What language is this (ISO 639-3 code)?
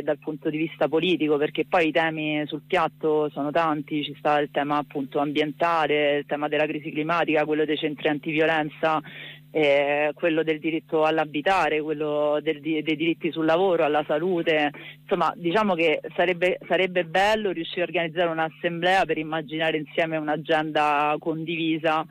ita